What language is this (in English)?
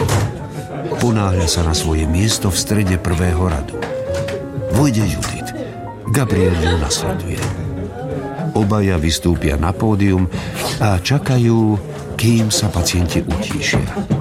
Slovak